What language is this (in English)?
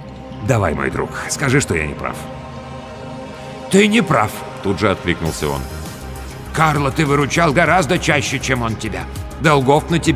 Russian